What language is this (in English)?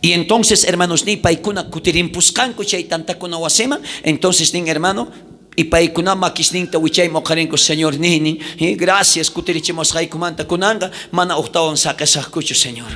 South Bolivian Quechua